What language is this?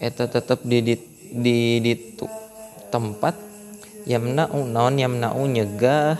Sundanese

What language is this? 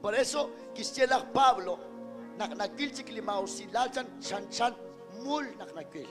Kekchí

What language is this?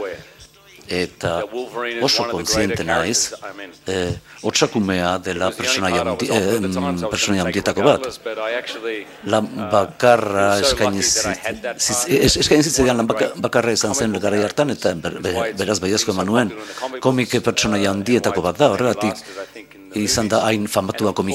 Basque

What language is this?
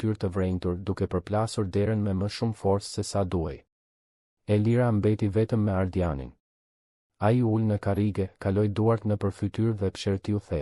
Albanian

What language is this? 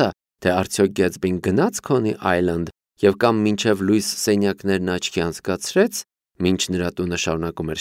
Armenian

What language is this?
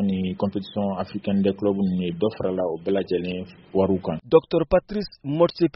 Bambara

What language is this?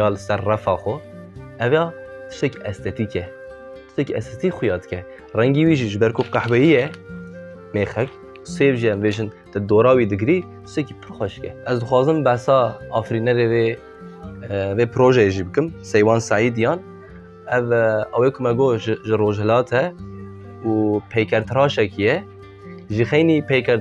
Kurdish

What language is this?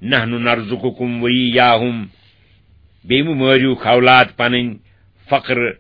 Kashmiri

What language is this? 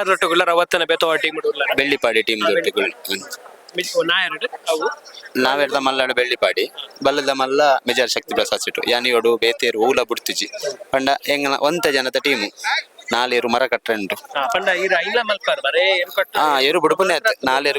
Tulu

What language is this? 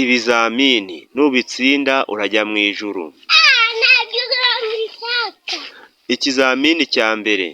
Kinyarwanda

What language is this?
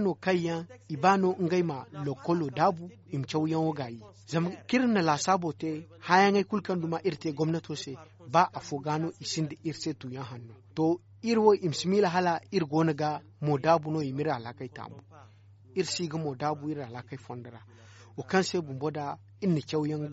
Zarma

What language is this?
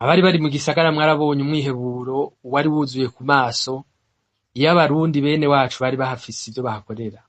Rundi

